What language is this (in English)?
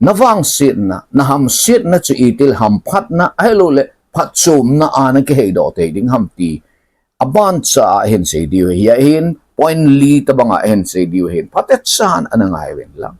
Thado Chin